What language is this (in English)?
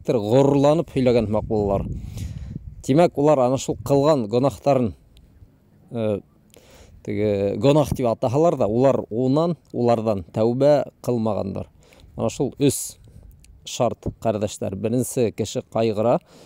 Bashkir